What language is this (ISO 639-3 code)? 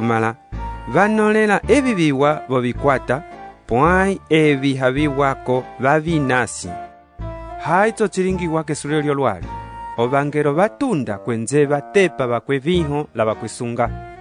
umb